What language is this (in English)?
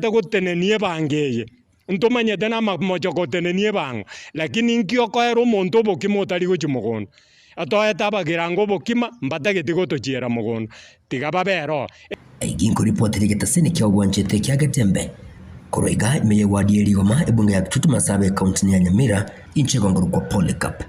Gusii